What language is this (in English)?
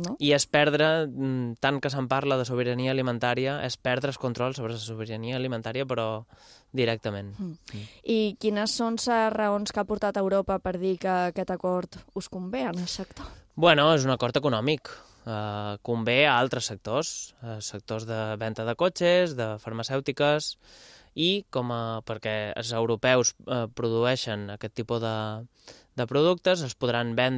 Catalan